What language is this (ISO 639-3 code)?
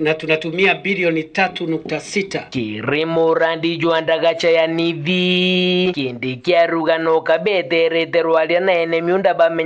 mer